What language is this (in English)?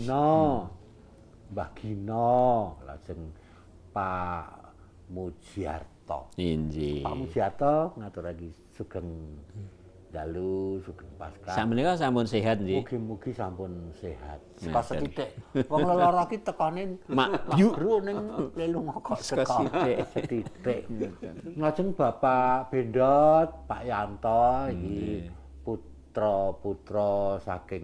Javanese